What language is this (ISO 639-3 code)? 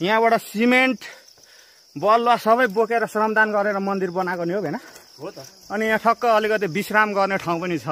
nep